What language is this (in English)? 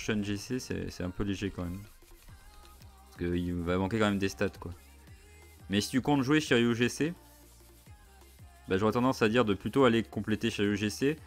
French